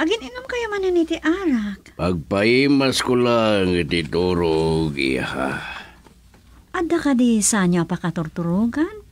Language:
Iloko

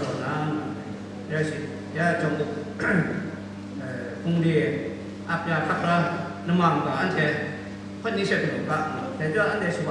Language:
Kachin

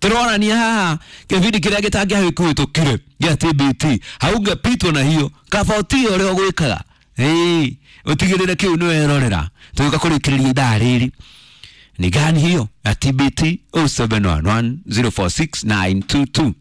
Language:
Kikuyu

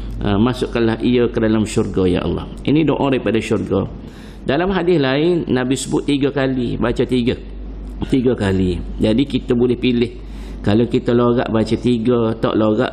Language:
Malay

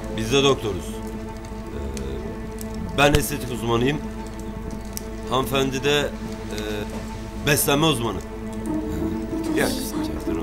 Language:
Turkish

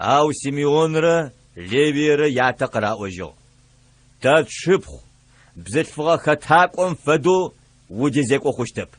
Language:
Adyghe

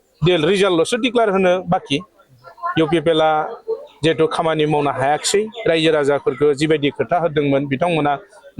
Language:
Bodo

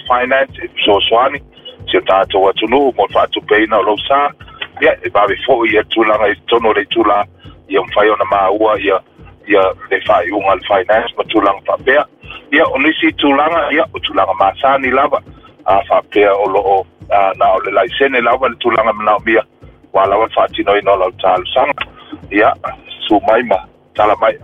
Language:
Samoan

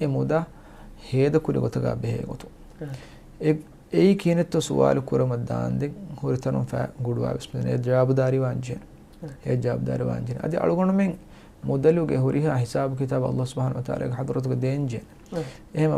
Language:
Divehi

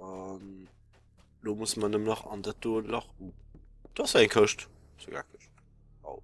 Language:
Luxembourgish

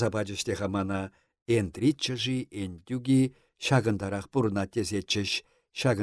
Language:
Chuvash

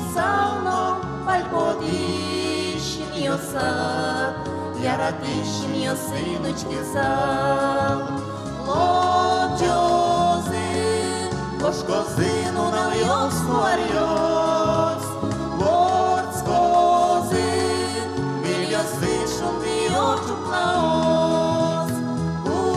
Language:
Udmurt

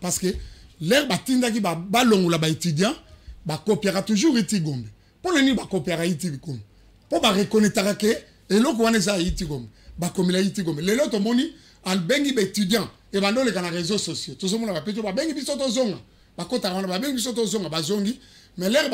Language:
Lingala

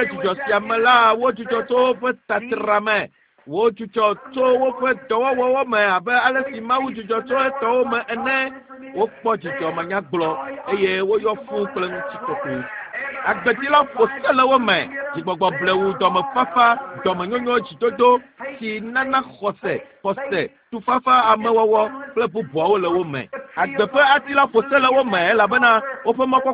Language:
Ewe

